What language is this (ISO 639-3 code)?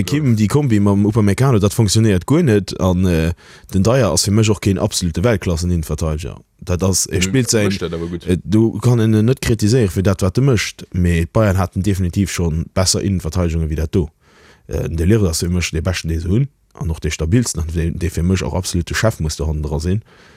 ltz